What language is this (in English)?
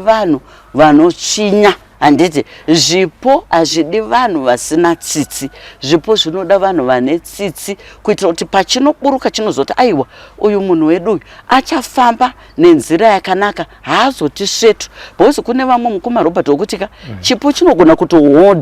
Shona